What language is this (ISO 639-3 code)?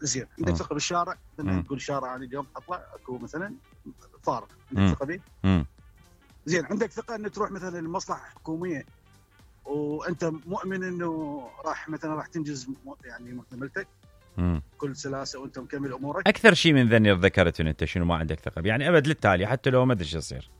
acm